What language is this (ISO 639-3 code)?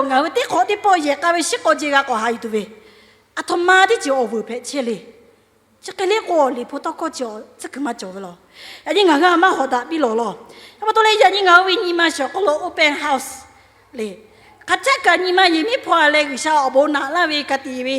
lhu